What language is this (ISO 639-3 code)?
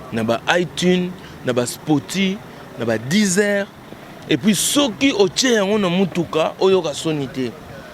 lin